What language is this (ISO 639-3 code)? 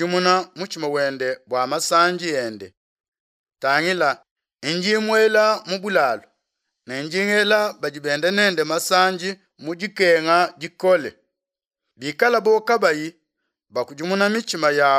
lua